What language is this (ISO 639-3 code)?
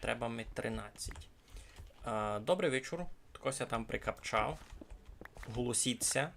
rue